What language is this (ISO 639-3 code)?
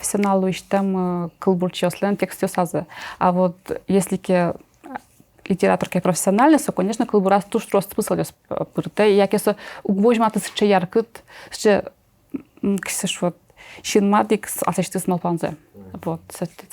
udm